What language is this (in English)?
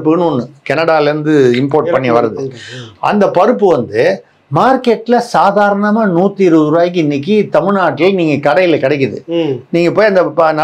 Tamil